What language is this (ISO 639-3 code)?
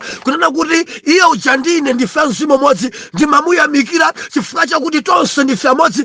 nya